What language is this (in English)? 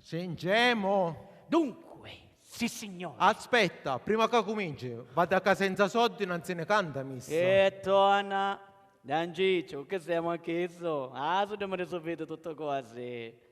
Sicilian